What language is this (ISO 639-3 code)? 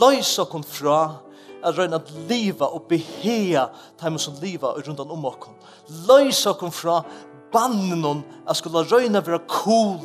fao